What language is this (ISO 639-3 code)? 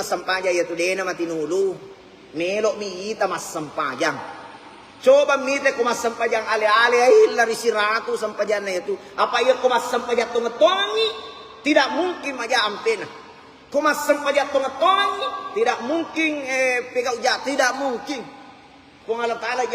bug